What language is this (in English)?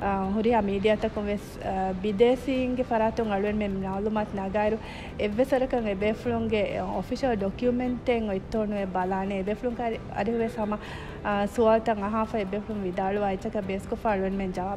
Divehi